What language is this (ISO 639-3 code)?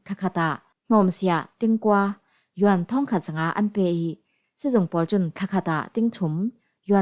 cfm